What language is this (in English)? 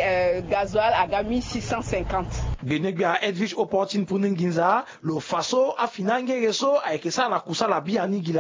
Sango